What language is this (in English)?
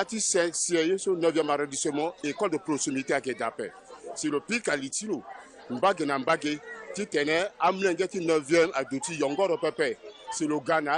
Sango